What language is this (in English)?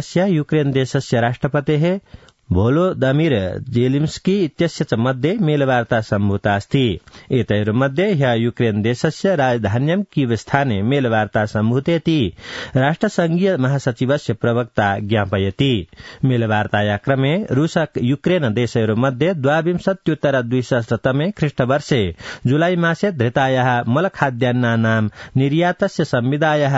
Sanskrit